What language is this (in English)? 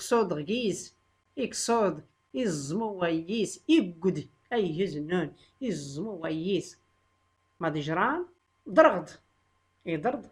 Tachelhit